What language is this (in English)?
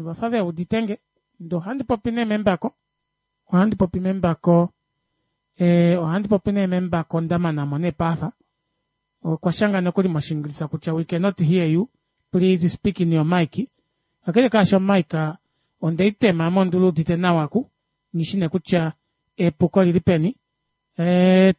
Kuanyama